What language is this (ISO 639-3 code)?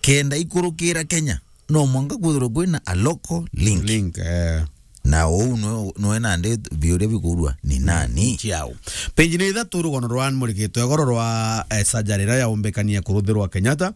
mer